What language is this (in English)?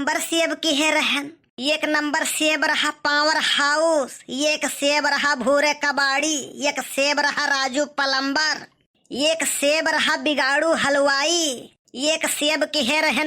Awadhi